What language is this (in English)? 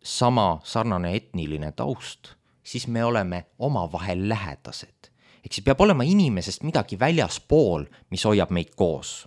Estonian